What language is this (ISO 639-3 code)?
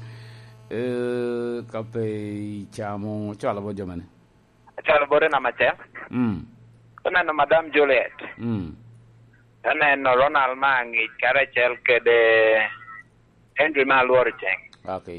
laj